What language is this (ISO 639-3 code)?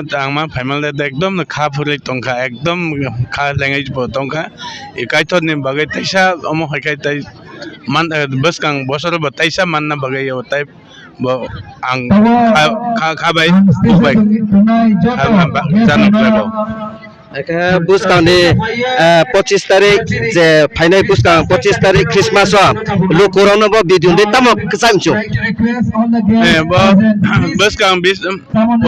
ria